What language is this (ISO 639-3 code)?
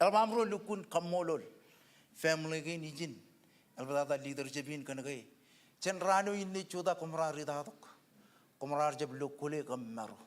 mah